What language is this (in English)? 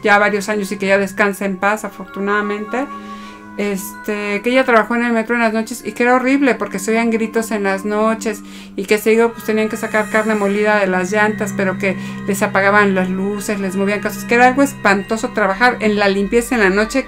Spanish